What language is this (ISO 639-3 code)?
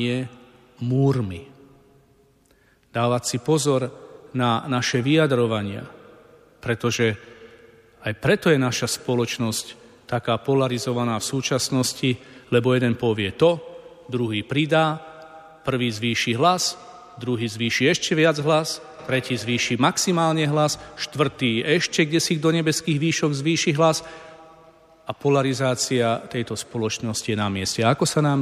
slk